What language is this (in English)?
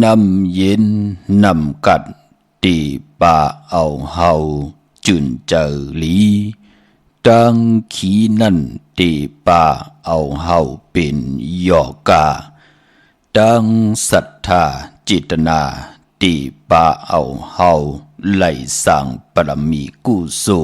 Shan